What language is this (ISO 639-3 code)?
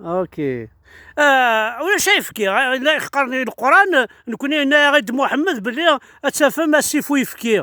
kab